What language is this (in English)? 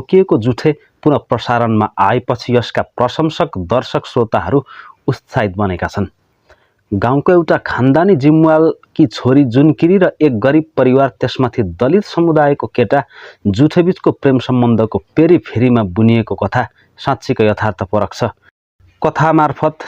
Nepali